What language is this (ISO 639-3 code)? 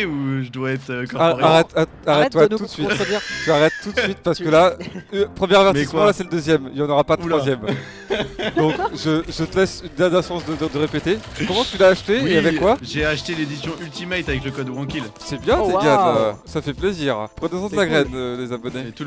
fra